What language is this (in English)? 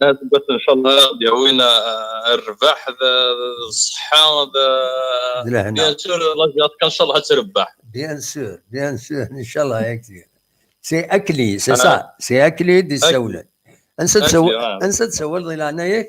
Kabyle